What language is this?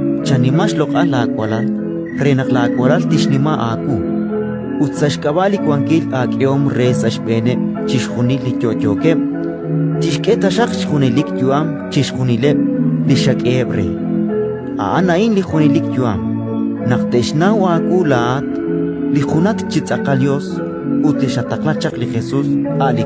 Kekchí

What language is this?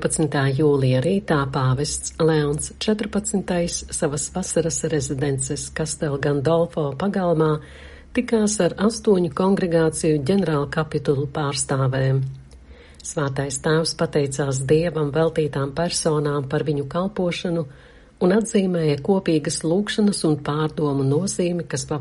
Latvian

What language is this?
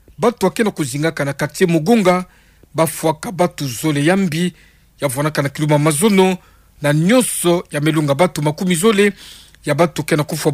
Kituba (Democratic Republic of Congo)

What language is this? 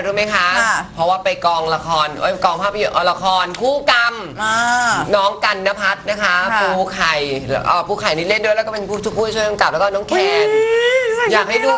Thai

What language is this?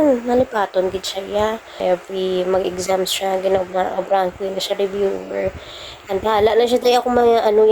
Hiligaynon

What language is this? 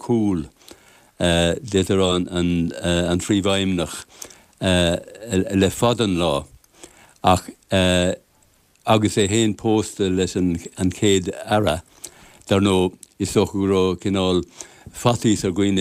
Irish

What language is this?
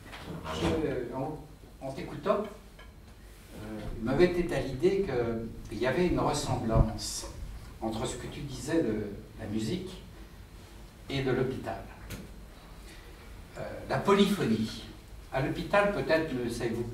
French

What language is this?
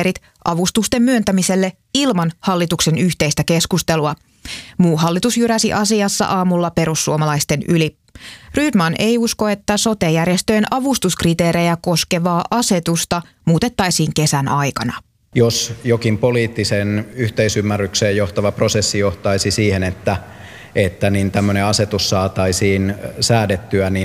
Finnish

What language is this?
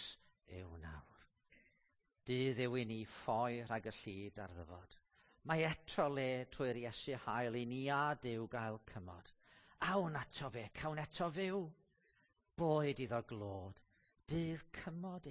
Welsh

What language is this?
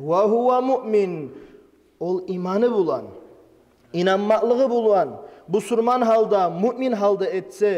Kumyk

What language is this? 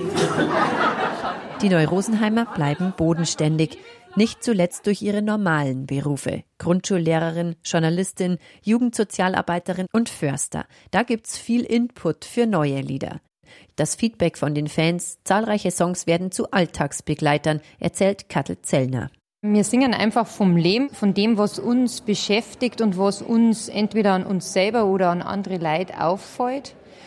German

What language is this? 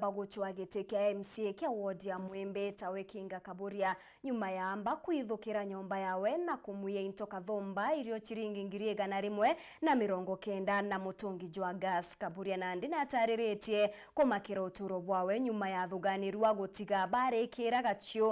Meru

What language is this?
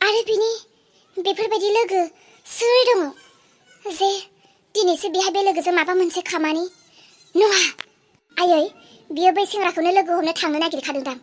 Bodo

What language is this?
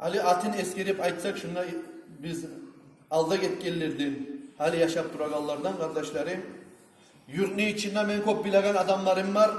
Kumyk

